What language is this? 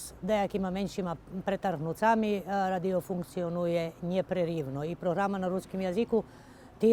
Rusyn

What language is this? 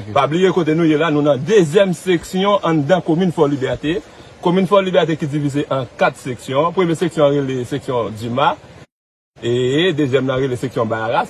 Haitian Creole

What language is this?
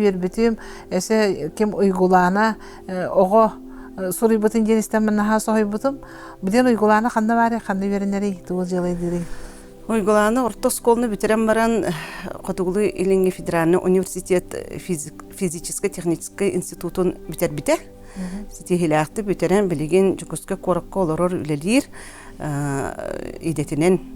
Yakut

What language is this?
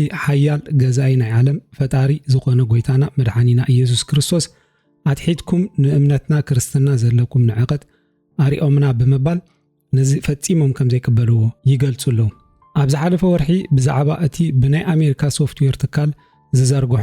Tigrinya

